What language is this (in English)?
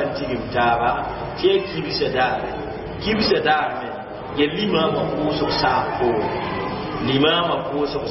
Mossi